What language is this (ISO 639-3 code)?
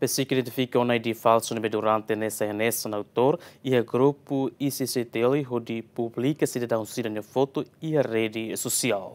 tet